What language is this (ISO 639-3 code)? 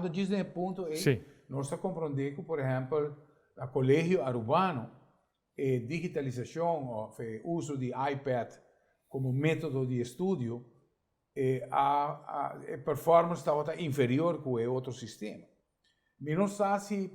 pap